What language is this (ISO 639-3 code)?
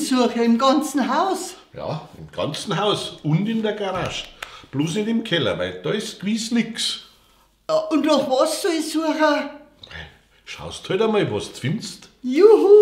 bar